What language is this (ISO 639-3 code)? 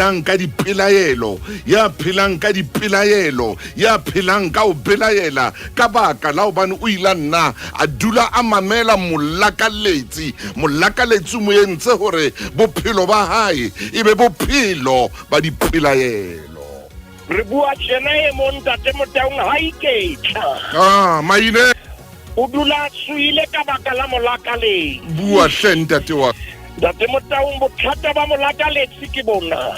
sot